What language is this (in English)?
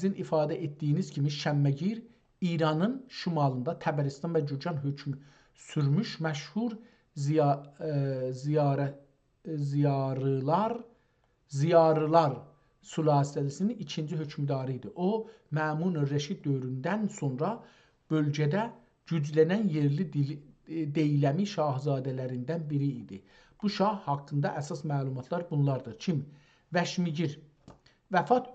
South Azerbaijani